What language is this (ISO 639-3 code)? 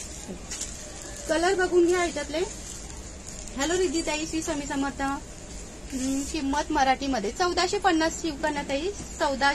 mar